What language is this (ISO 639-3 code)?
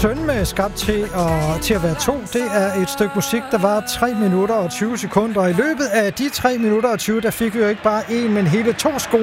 dan